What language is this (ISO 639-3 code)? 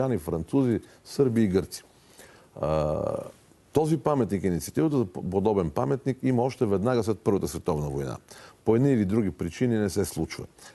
bul